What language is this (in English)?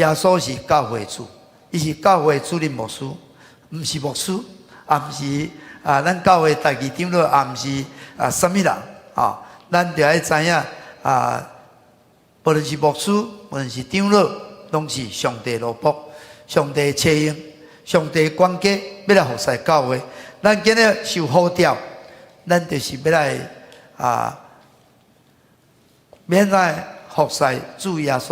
Min Nan Chinese